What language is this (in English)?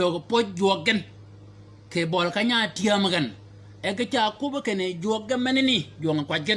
Shilluk